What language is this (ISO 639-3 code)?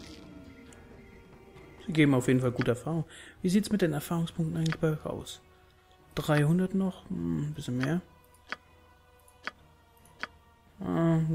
deu